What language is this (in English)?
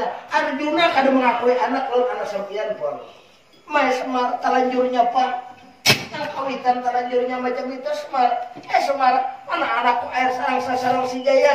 Banjar